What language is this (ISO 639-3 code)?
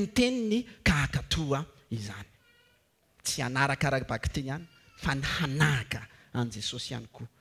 mlg